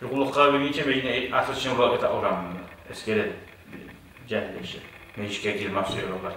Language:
Kumyk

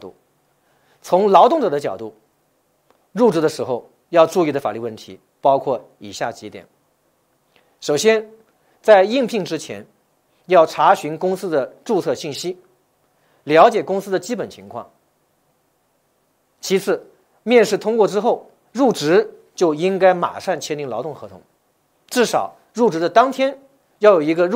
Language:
Chinese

